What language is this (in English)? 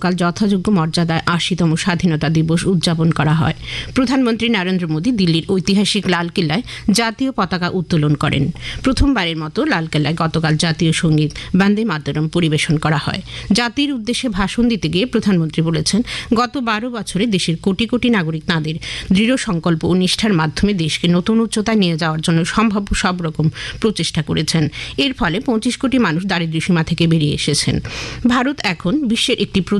Bangla